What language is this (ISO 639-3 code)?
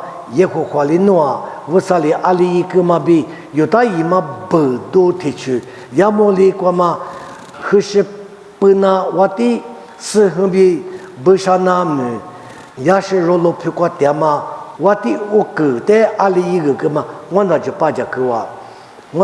lis